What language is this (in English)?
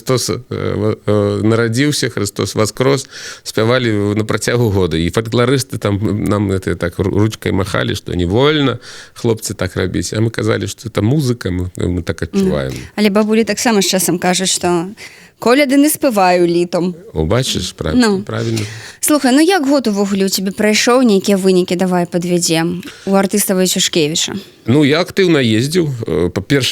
Belarusian